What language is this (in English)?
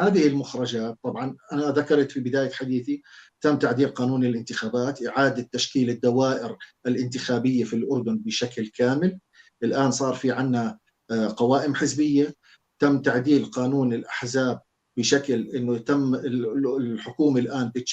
North Levantine Arabic